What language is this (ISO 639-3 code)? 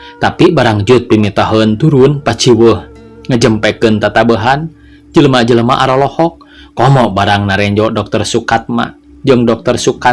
sun